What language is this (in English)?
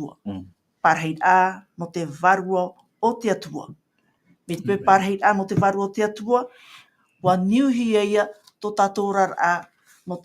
Tahitian